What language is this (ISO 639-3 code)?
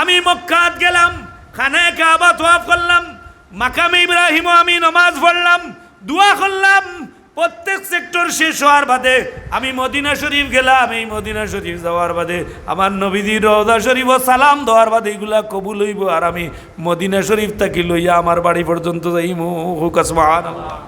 syl